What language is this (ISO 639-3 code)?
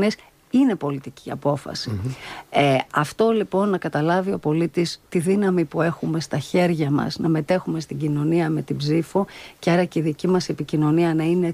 ell